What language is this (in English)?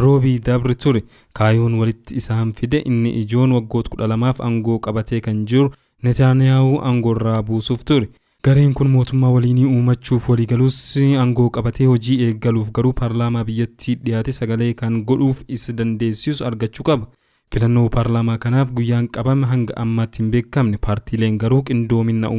Oromo